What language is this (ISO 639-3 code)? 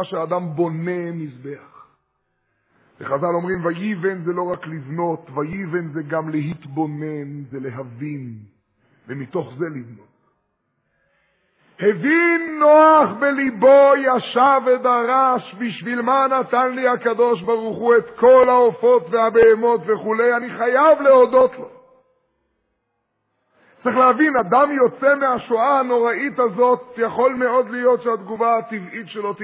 heb